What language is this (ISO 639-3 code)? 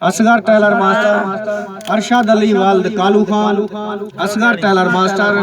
skr